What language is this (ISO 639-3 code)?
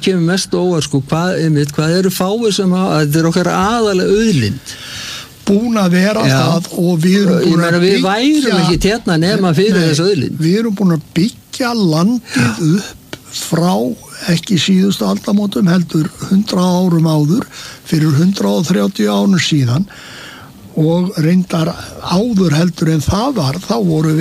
isl